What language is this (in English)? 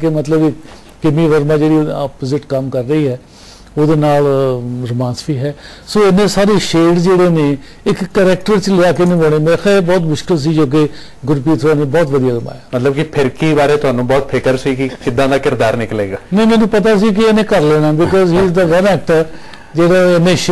Punjabi